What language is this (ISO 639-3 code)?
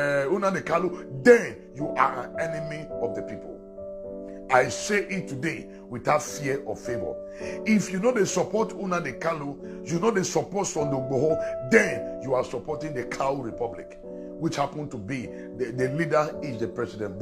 pcm